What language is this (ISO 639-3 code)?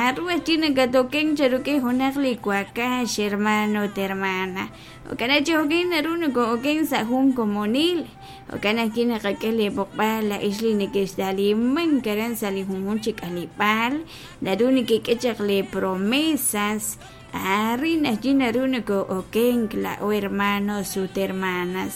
kek